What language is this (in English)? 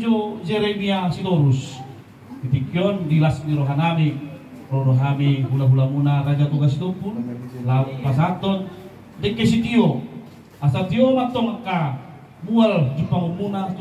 Batak Toba